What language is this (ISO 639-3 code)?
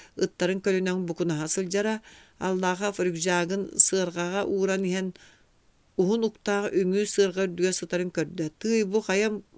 sah